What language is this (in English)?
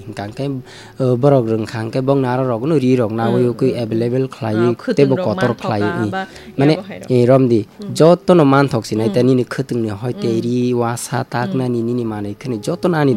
Kok Borok